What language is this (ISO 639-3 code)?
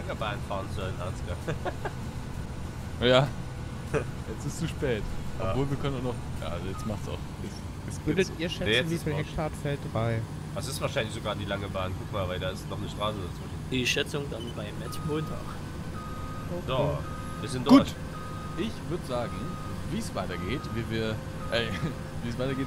deu